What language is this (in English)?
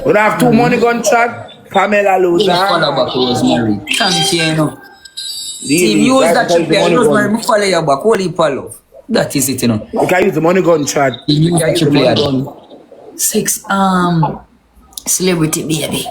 Jamaican Creole English